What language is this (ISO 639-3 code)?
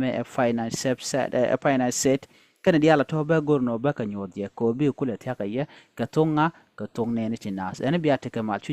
nus